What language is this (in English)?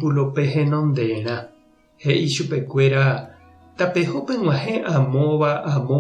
Guarani